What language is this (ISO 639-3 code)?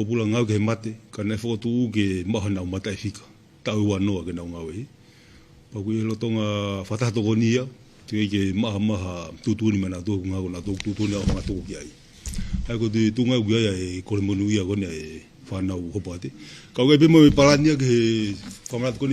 ton